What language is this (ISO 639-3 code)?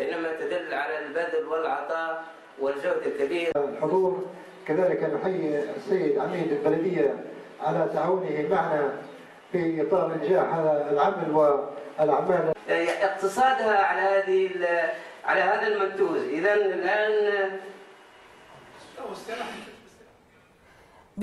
ara